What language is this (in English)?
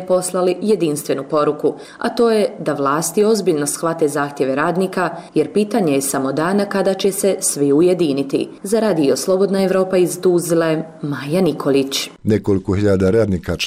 Bosnian